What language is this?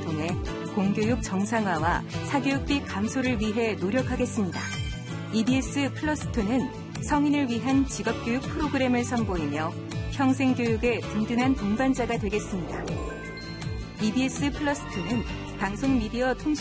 Korean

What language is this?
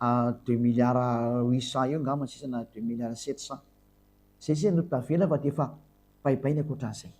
Malagasy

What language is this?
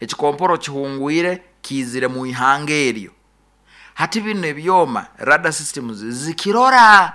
Nyoro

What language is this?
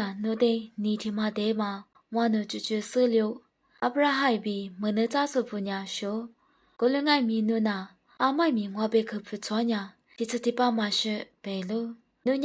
Lisu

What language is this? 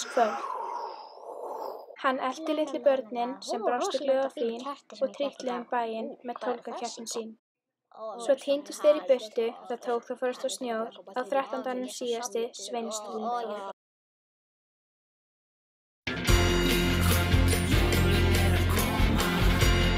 Icelandic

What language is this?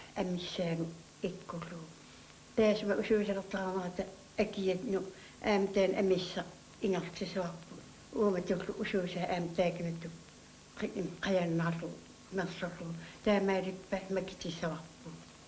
Kalaallisut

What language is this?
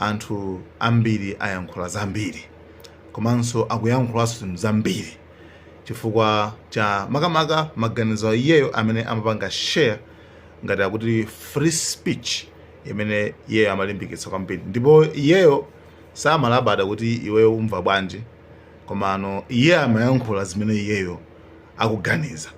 Nyanja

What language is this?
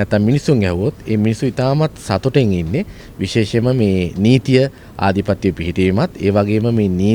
Sinhala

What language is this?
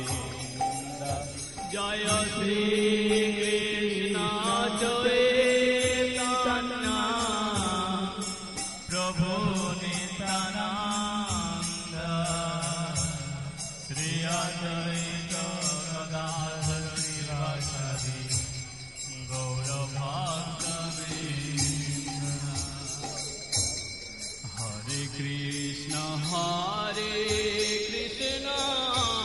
Bangla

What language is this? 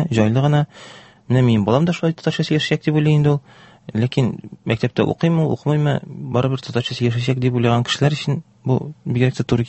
Tatar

